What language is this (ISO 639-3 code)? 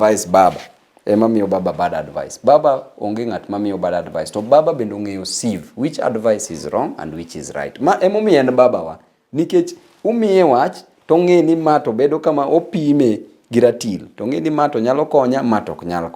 luo